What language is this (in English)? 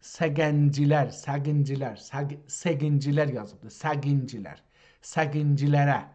South Azerbaijani